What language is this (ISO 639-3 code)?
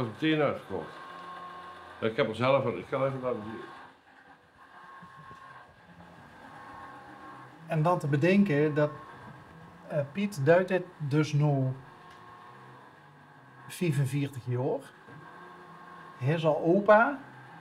nld